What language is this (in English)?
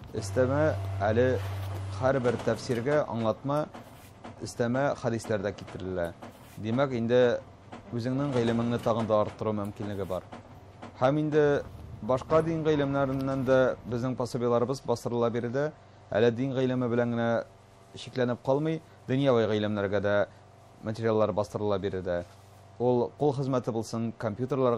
Tatar